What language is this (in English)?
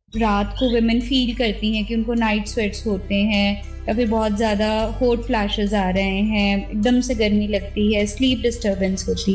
Hindi